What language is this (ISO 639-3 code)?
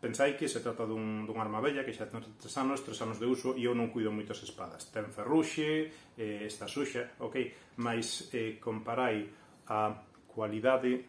glg